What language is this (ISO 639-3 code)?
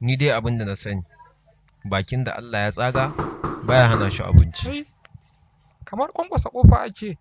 hau